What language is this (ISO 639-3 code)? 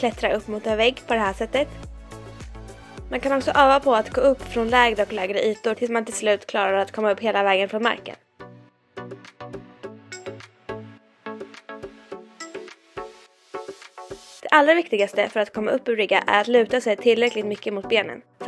swe